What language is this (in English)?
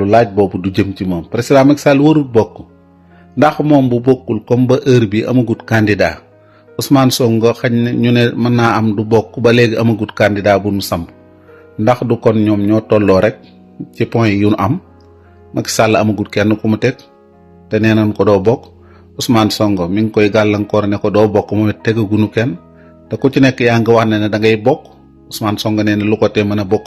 Wolof